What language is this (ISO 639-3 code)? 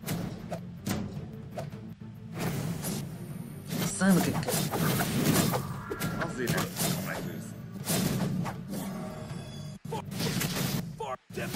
hun